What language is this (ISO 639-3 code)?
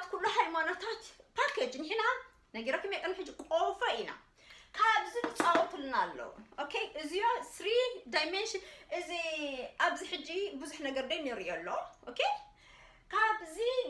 tir